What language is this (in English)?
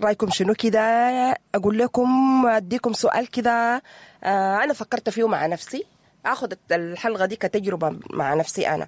Sudanese Arabic